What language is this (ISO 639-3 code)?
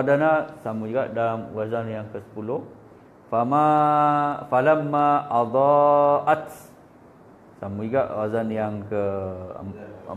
msa